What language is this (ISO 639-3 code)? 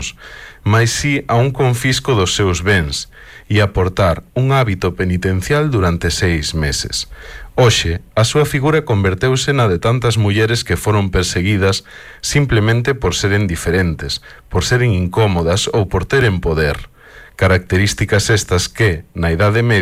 glg